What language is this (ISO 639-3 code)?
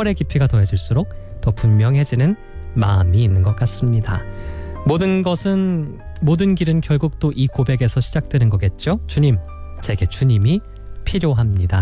kor